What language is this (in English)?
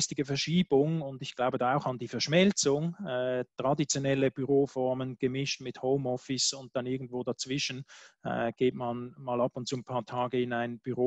German